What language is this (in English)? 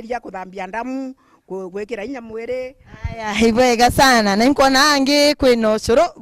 Meru